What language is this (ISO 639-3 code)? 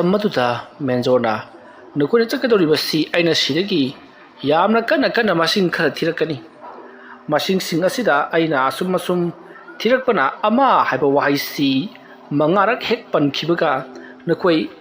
mni